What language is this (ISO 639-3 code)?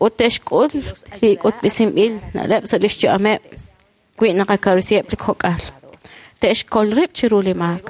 kek